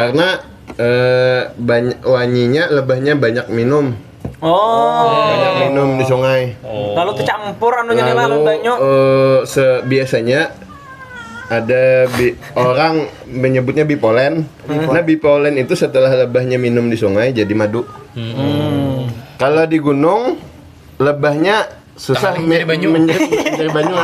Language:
Banjar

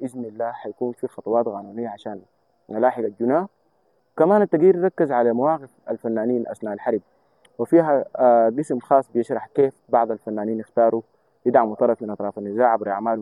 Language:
Sudanese Arabic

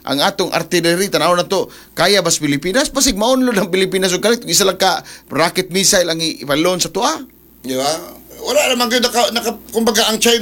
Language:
Cebuano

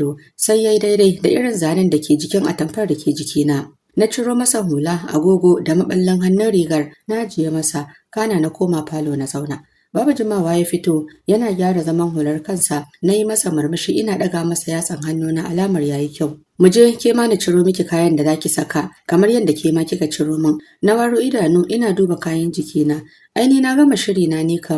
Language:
Hausa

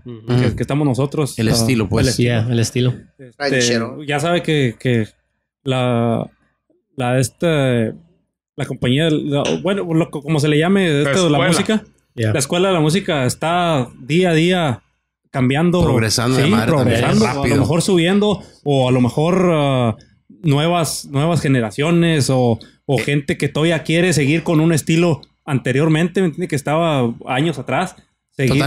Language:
Spanish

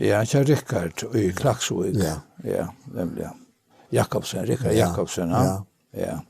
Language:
Faroese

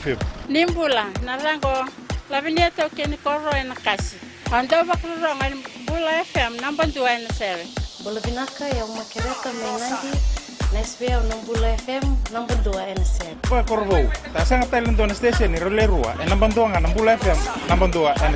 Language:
Fijian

